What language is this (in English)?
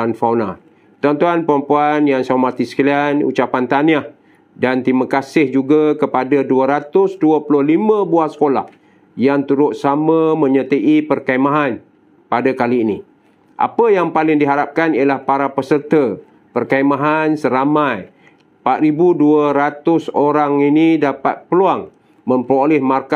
Malay